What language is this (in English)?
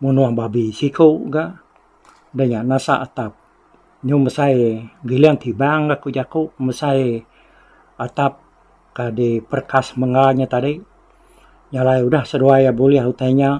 Iban